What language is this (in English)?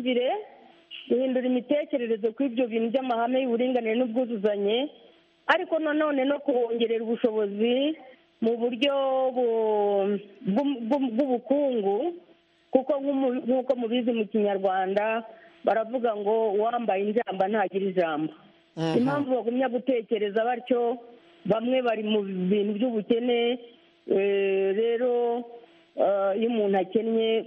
Kinyarwanda